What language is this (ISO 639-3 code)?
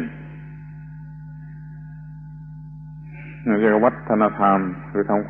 tha